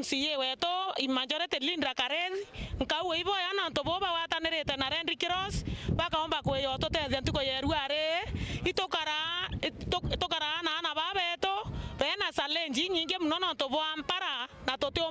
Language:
Meru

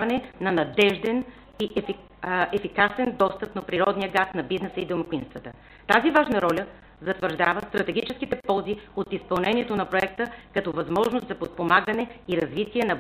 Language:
Bulgarian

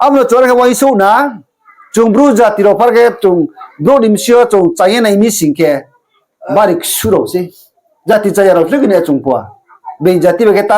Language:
Riang (India)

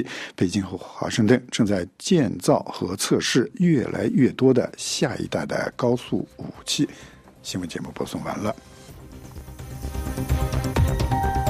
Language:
Chinese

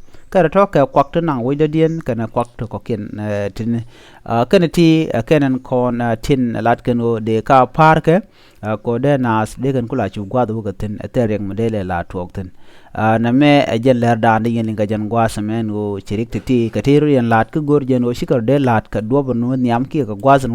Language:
Nuer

